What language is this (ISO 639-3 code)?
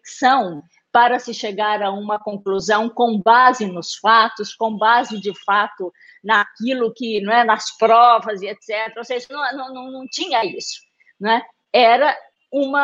por